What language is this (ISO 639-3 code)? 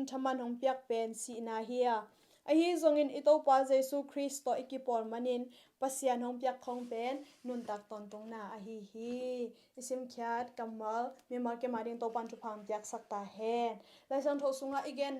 ctd